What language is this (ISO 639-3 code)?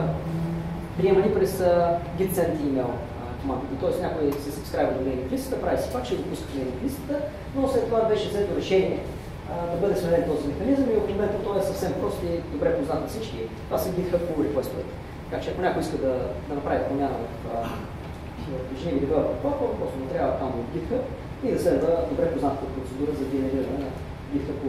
bul